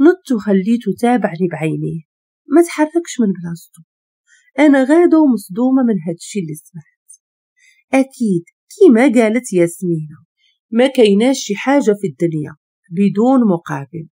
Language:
Moroccan Arabic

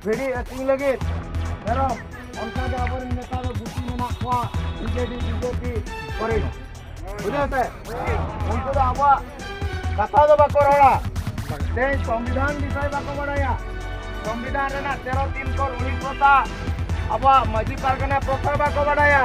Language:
Santali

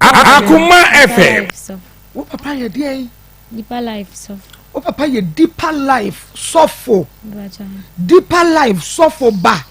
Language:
Akan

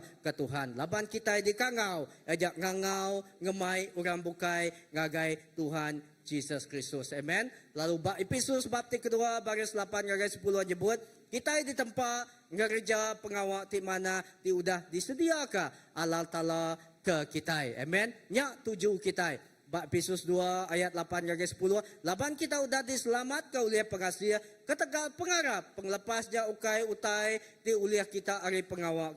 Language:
Iban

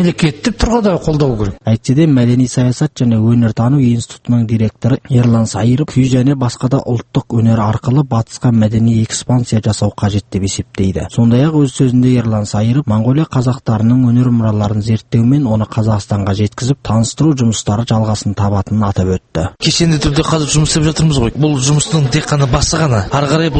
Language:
Kazakh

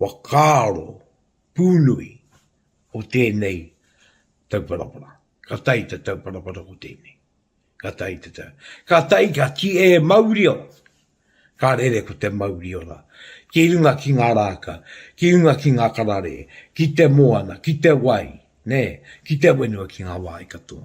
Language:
Māori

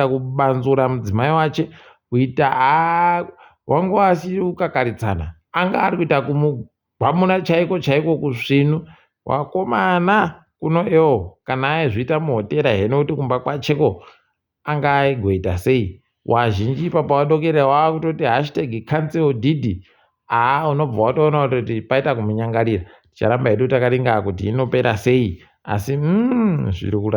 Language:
Ndau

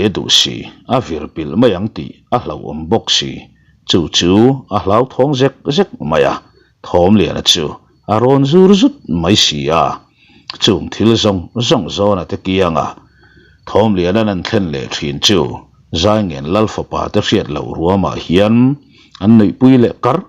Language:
Mizo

